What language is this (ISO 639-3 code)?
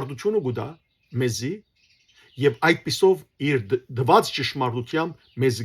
hyw